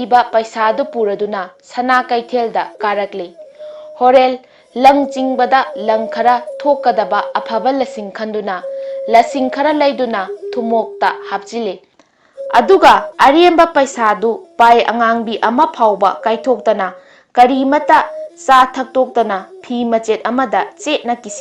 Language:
Manipuri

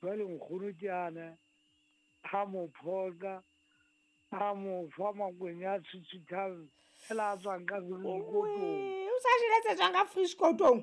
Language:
Southern Sotho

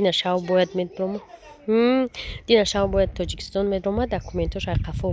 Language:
Tajik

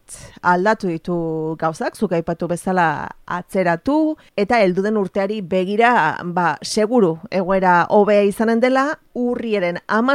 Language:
Basque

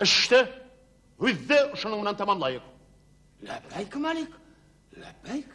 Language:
Bashkir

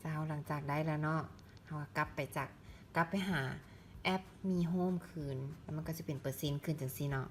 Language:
Lao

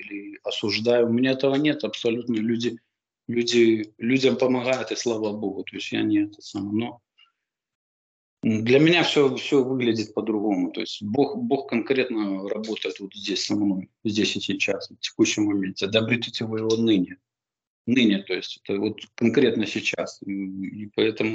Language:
Russian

